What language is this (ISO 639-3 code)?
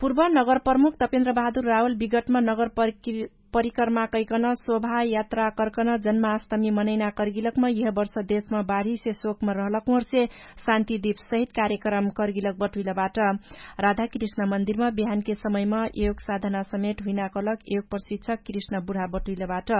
thl